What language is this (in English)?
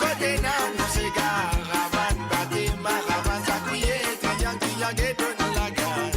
Morisyen